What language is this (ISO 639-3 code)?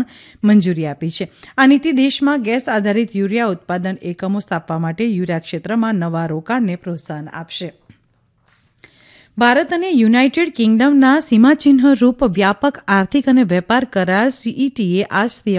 guj